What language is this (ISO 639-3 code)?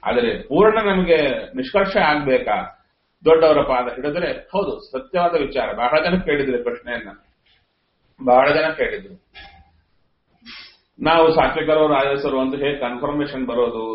kan